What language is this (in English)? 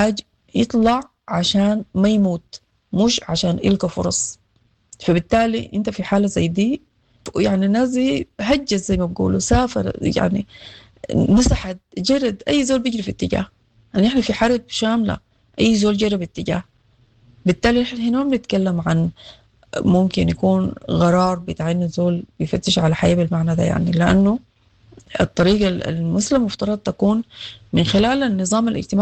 Sudanese Arabic